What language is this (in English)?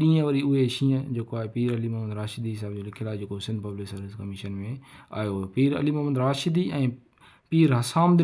Sindhi